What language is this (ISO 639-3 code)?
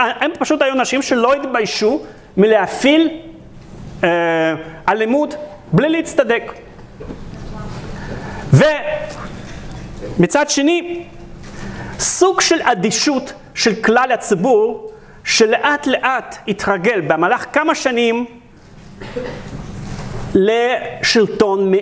heb